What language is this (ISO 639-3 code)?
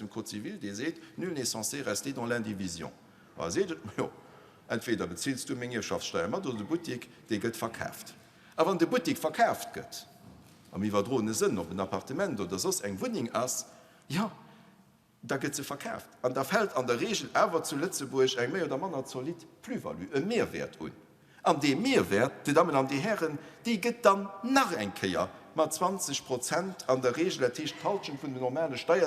ltz